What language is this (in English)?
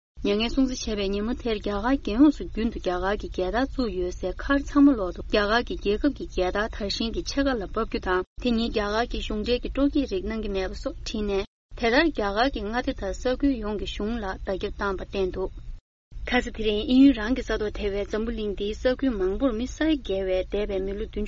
Tibetan